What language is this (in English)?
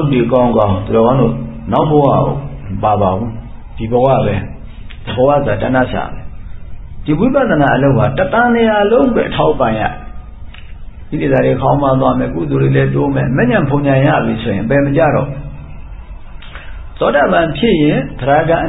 Burmese